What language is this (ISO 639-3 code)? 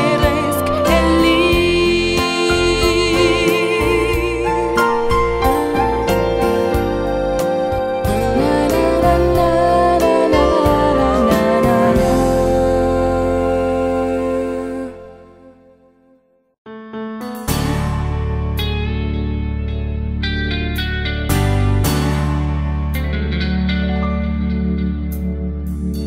ron